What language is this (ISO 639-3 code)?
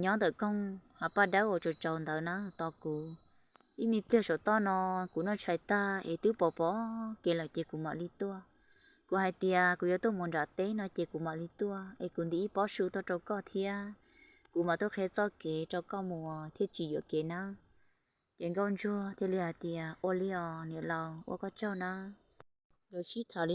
hmn